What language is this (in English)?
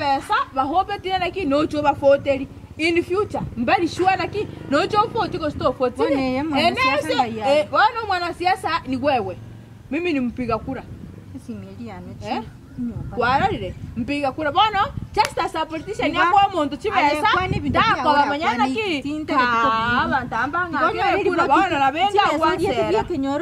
Gusii